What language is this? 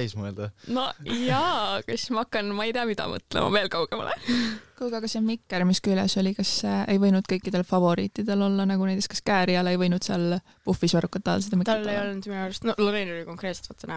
Estonian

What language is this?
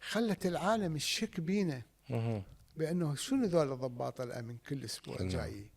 Mesopotamian Arabic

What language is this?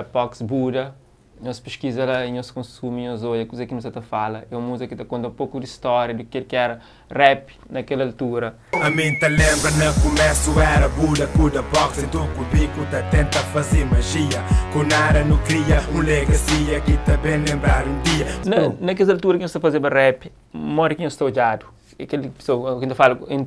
Kabuverdianu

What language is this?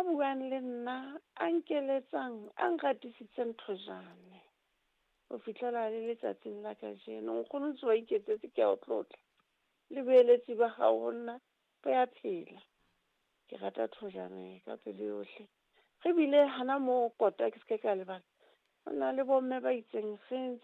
Southern Sotho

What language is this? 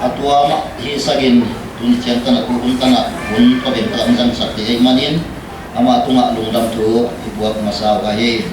Paite Chin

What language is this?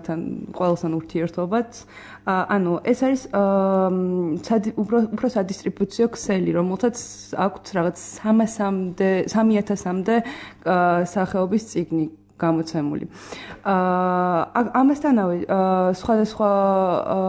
Georgian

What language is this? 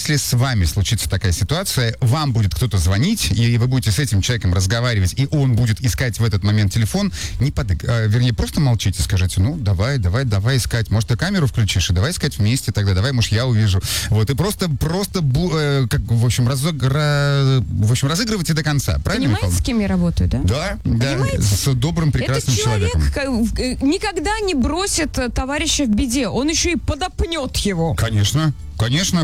Russian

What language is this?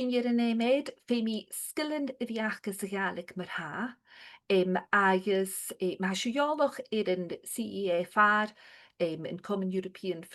Scottish Gaelic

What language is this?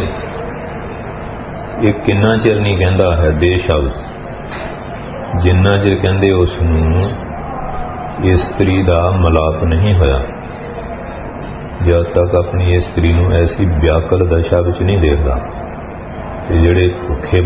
Punjabi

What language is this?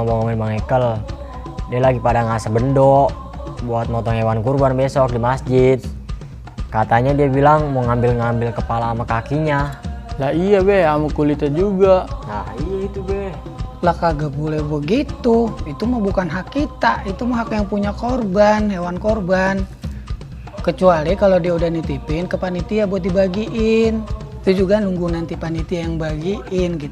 Betawi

